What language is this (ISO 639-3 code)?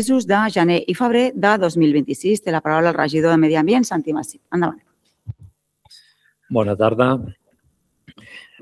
cat